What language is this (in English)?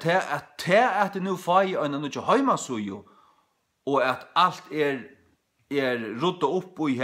Faroese